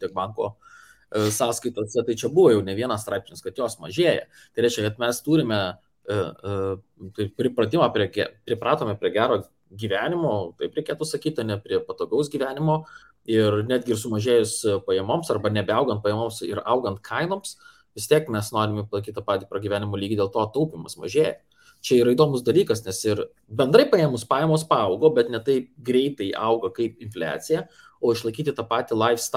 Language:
Lithuanian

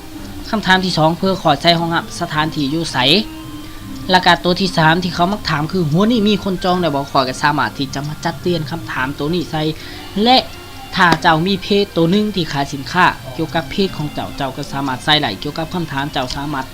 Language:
Lao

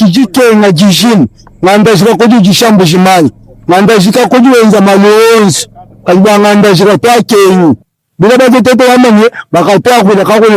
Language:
Luba-Lulua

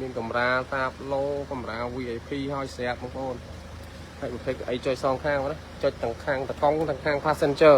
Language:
Khmer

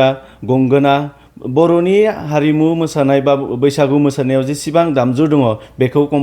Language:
Bodo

